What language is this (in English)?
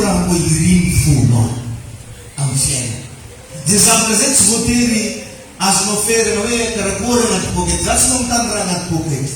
Malagasy